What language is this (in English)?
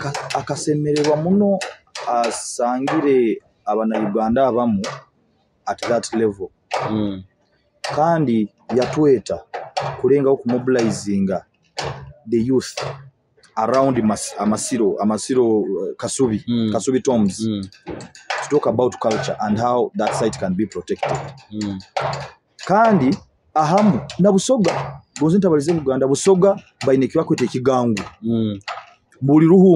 Nyoro